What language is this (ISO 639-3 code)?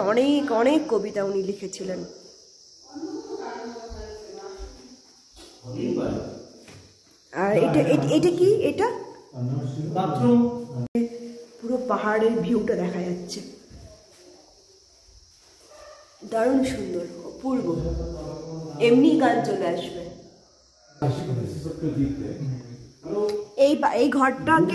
ben